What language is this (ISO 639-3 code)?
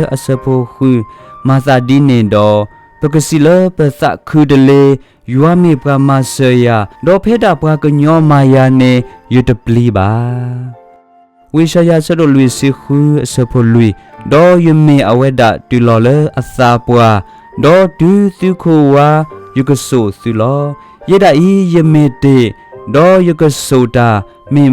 ksw